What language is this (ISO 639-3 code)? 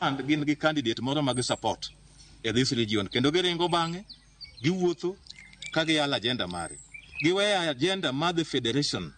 luo